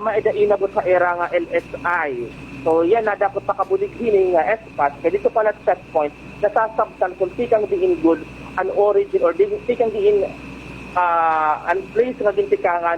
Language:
Waray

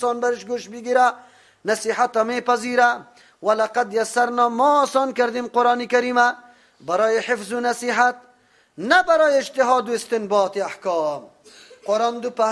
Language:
Persian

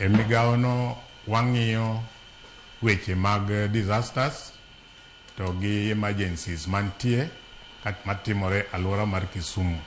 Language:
Luo (Kenya and Tanzania)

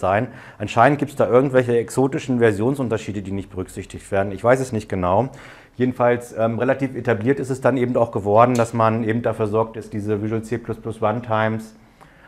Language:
German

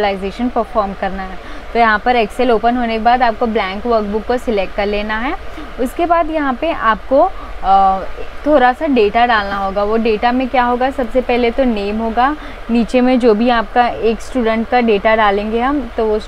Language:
Hindi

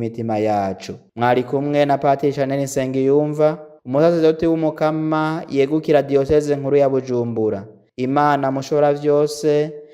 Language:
Rundi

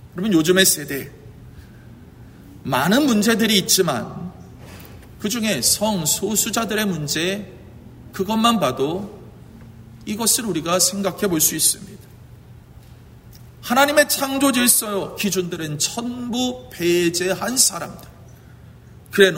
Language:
Korean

